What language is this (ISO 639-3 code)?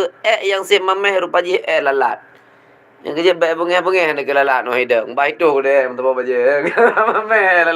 ace